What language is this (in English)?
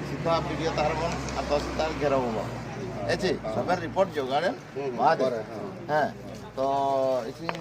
Santali